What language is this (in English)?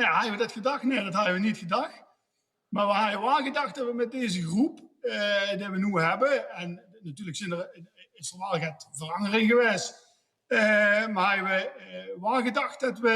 Limburgish